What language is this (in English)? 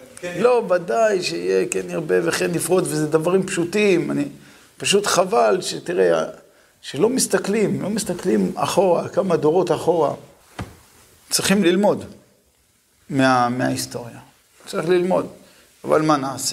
Hebrew